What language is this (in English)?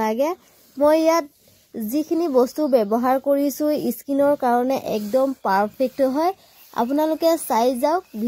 Assamese